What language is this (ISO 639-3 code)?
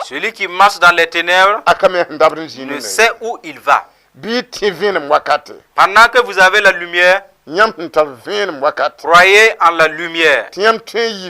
mos